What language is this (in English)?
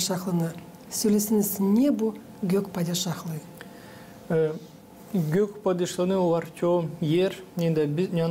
Gagauz